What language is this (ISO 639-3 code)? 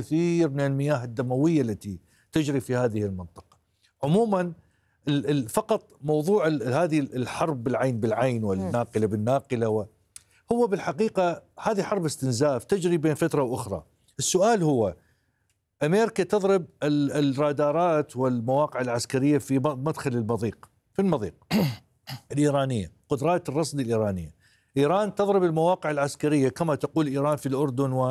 ara